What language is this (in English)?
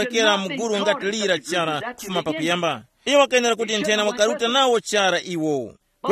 Tumbuka